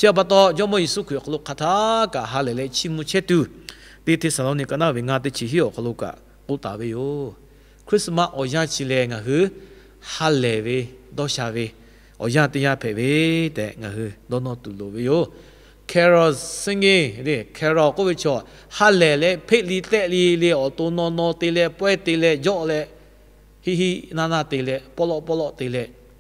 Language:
Lahu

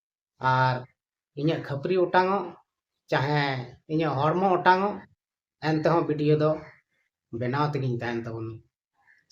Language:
Santali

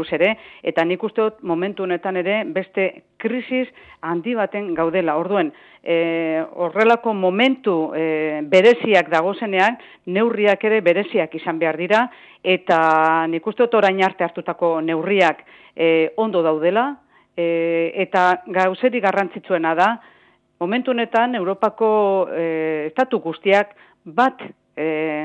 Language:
Basque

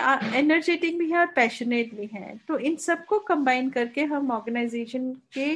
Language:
Hindi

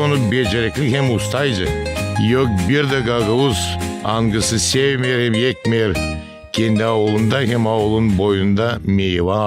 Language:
Gagauz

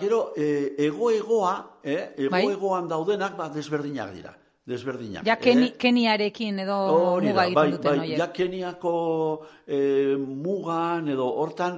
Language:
Basque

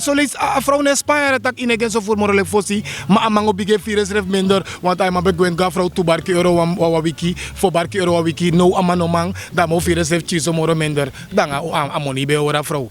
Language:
Sranan Tongo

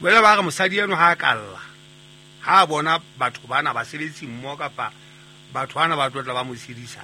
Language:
Southern Sotho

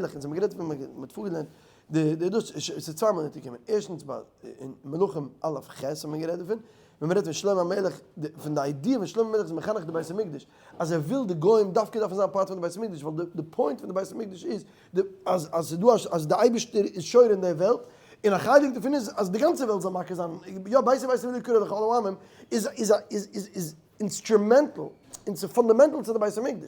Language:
Yiddish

